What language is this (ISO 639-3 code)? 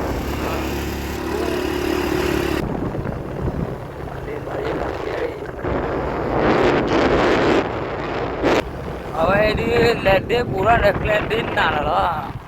ksw